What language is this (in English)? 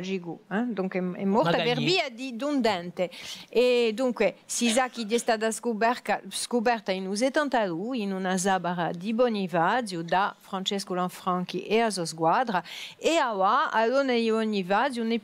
Corsican